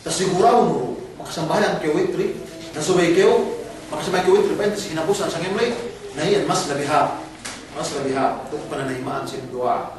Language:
Yakan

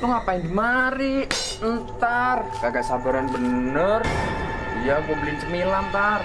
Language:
Betawi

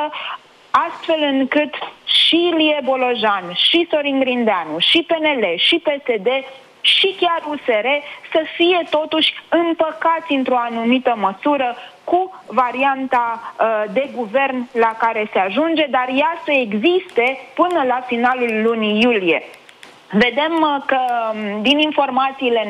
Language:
Romanian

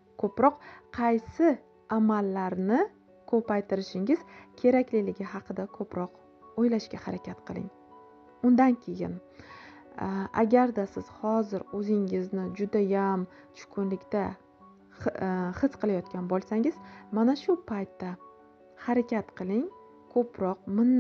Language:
Uzbek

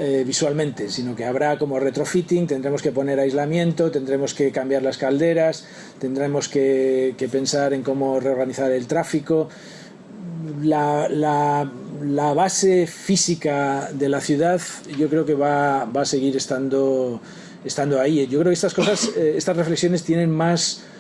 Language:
Spanish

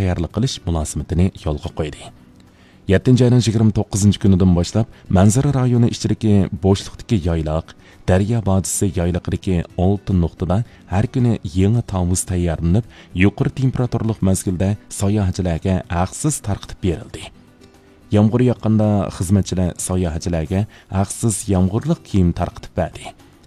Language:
Uyghur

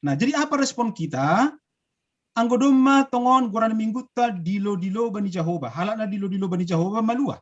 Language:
Batak Simalungun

